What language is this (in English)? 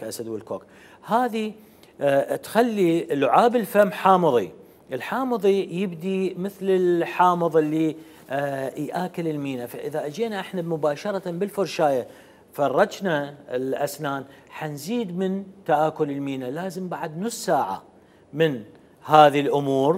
Mesopotamian Arabic